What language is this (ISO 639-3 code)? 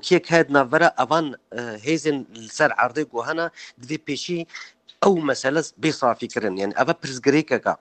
kur